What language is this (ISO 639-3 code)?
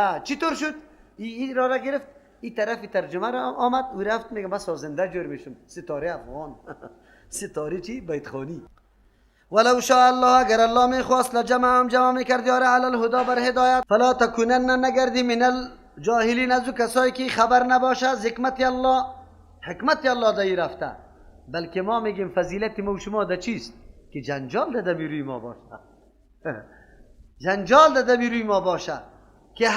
fas